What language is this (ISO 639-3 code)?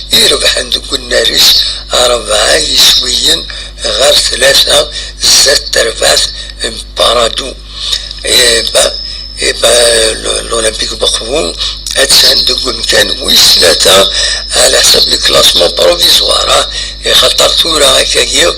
kab